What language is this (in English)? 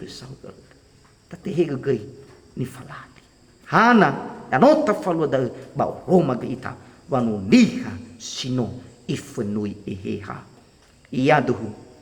Nias